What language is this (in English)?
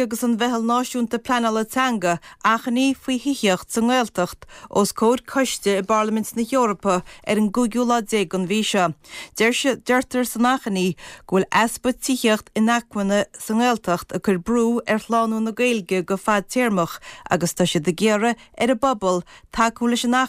Irish